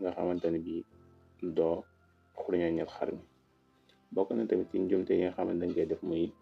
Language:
Wolof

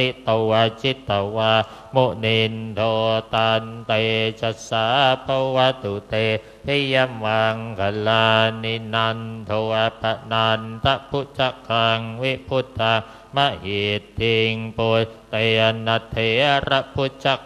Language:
Pali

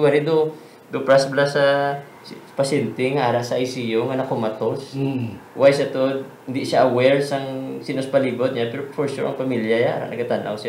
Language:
Hiligaynon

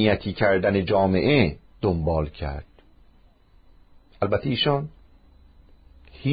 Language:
Persian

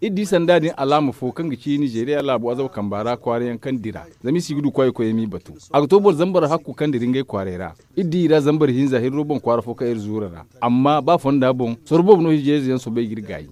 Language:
Zarma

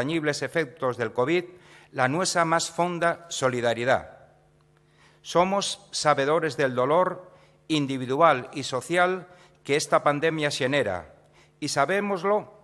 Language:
Asturian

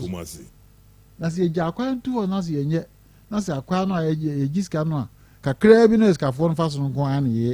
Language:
Akan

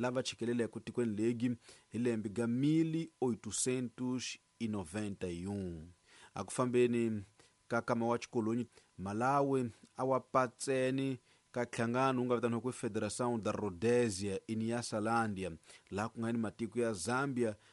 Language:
Tsonga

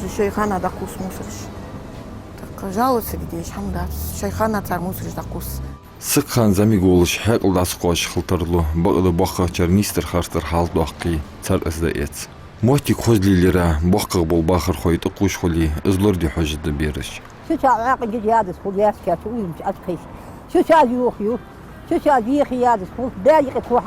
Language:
Ingush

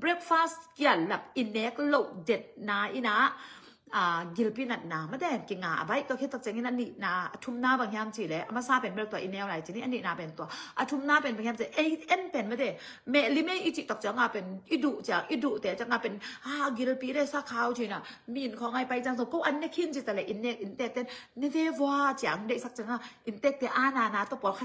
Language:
Tedim Chin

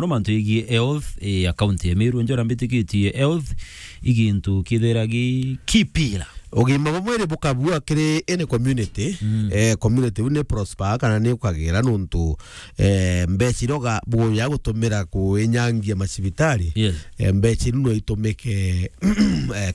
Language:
Meru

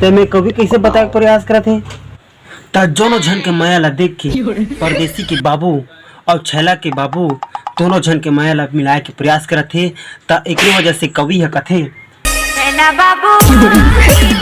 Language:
Chhattisgarhi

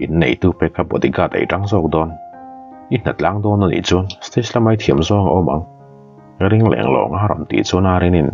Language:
Mizo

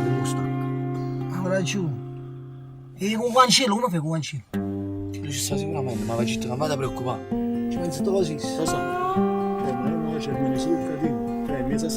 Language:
Neapolitan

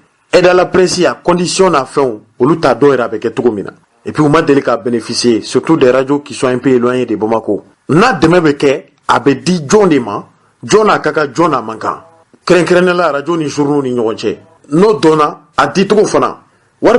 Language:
Bambara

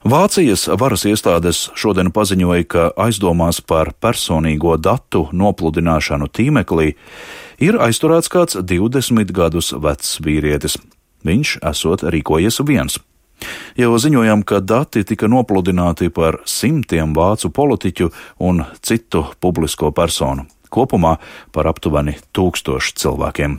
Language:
Latvian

